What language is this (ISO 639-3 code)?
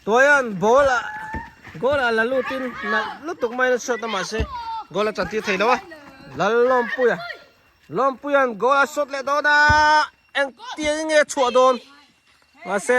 lus